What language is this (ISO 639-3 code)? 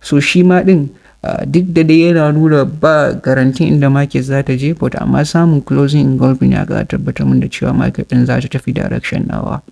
hau